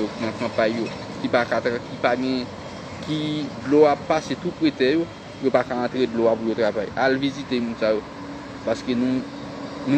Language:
Haitian Creole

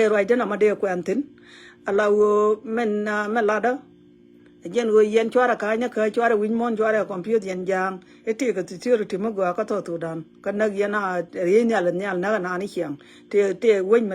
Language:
Nuer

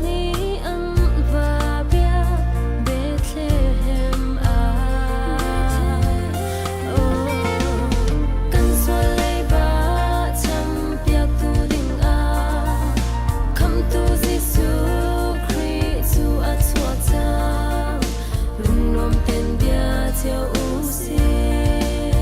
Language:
Hakha Chin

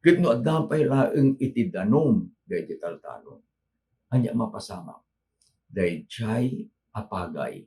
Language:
Iloko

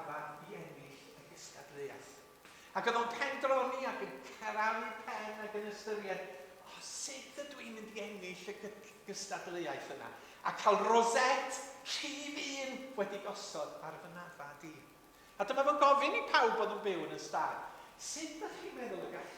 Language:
Welsh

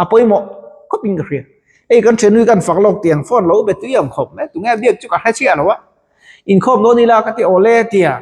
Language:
Mizo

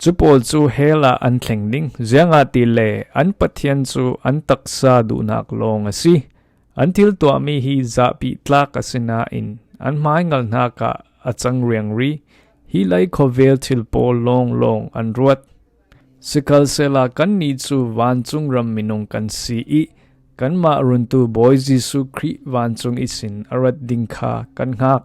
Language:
Falam Chin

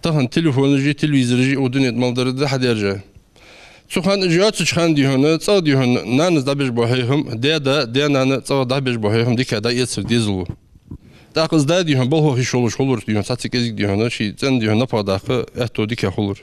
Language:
Ingush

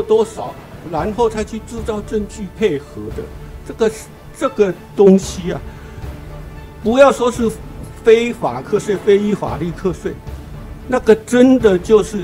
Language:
Chinese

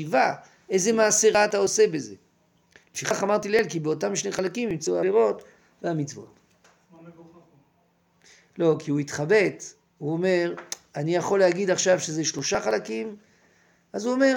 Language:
Hebrew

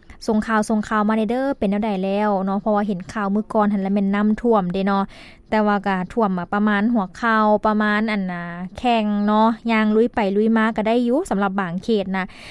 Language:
Lao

